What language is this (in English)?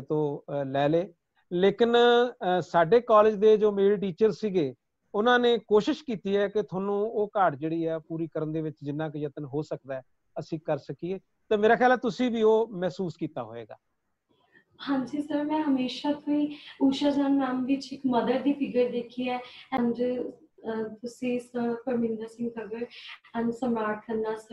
Punjabi